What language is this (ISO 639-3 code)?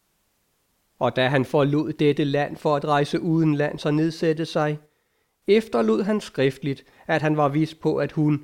dan